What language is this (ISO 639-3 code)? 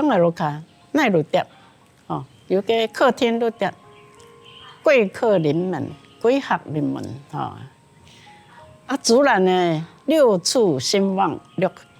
hak